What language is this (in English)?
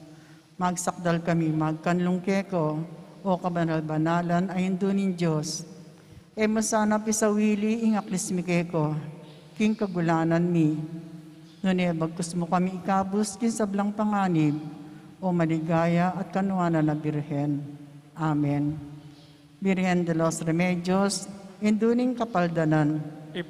Pampanga